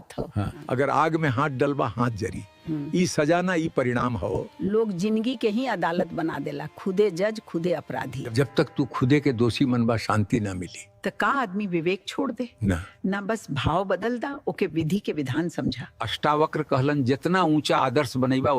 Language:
Bhojpuri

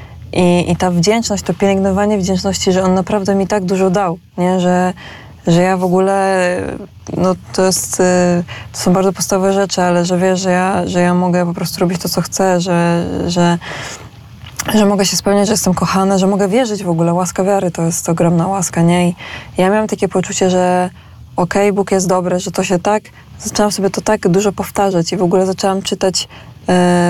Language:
Polish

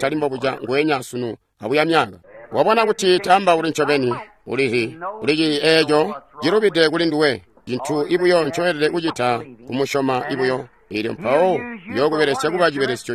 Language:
Tonga (Zambia)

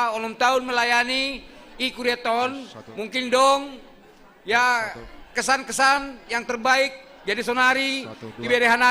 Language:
Batak Simalungun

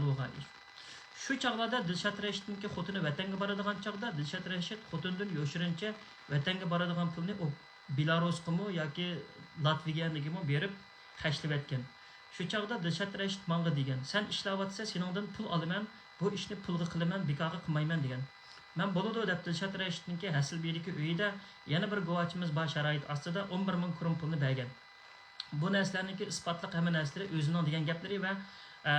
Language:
Uyghur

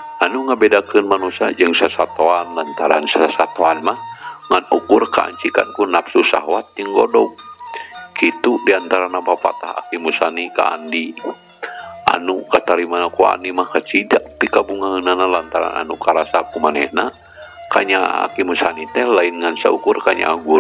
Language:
Sundanese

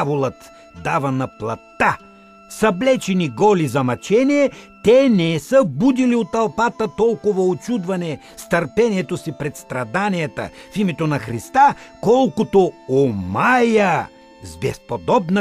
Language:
Bulgarian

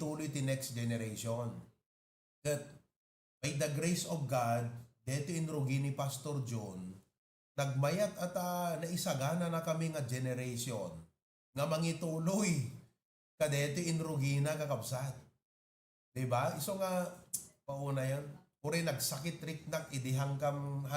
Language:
Iloko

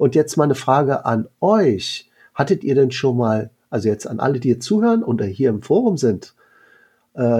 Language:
German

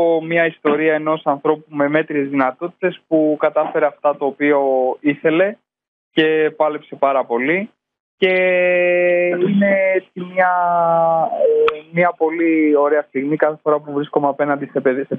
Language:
Greek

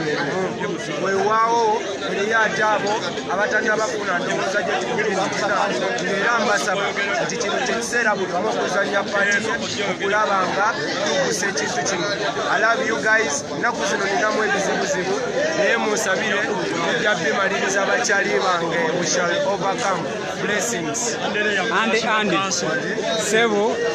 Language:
Ganda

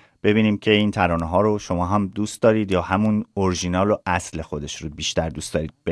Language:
Persian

